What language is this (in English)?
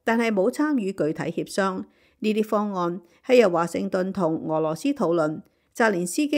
Cantonese